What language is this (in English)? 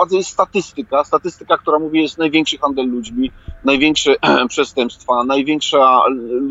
Polish